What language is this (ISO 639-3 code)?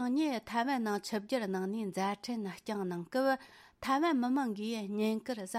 bod